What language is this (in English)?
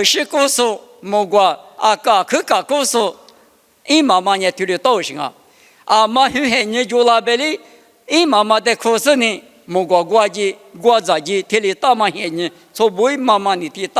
Lisu